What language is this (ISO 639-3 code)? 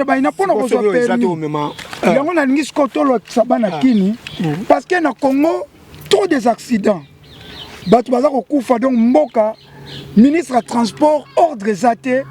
lin